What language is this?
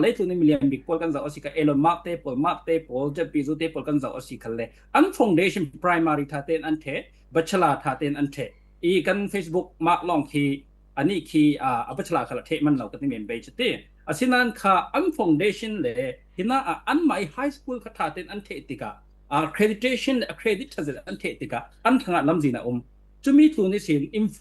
Falam Chin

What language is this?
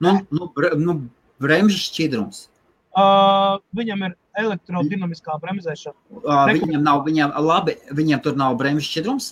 Latvian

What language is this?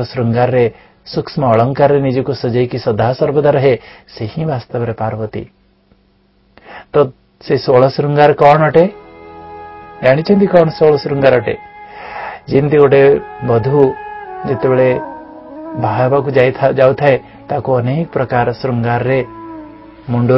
Odia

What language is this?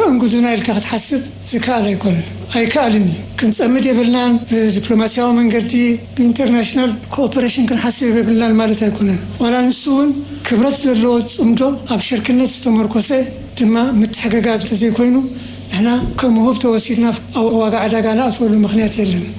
Tigrinya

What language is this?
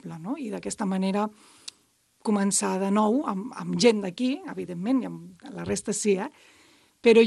Catalan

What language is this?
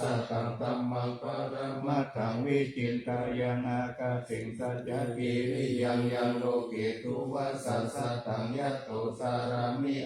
Pali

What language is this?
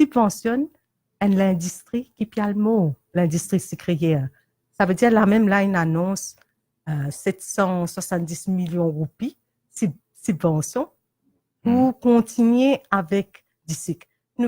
Morisyen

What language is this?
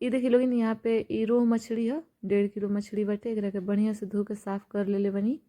Bhojpuri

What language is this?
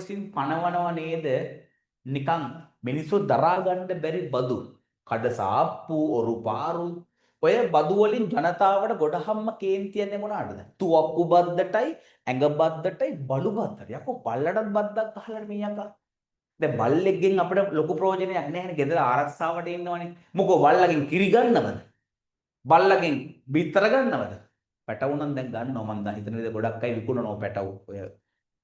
Sinhala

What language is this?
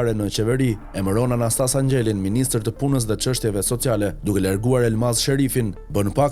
Albanian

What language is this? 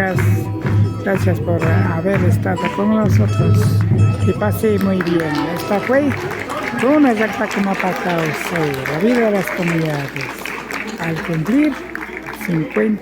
Imbabura Highland Quichua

